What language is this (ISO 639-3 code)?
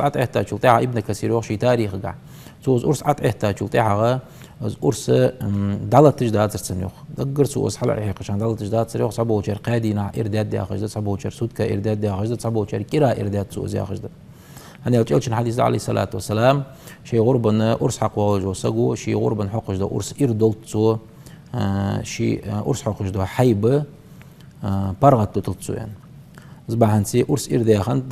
inh